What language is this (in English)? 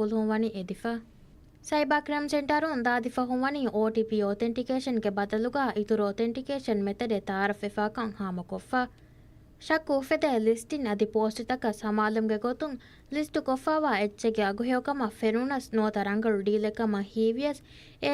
Divehi